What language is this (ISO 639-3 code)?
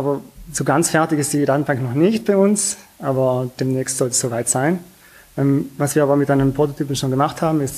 deu